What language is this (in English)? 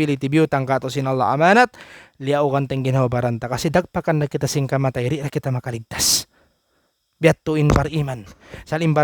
Tausug